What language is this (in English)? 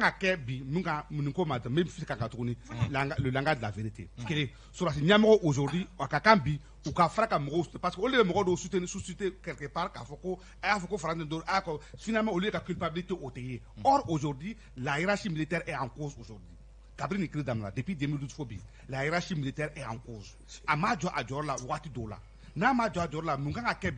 Bambara